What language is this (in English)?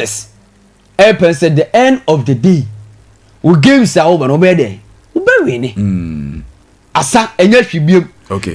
Akan